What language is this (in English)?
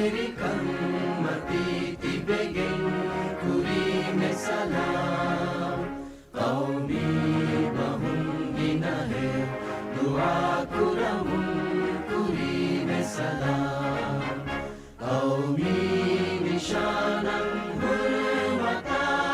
Divehi